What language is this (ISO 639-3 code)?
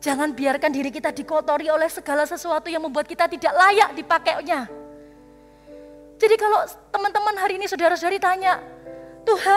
ind